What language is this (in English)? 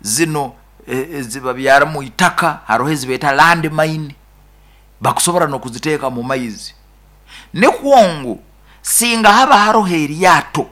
Nyoro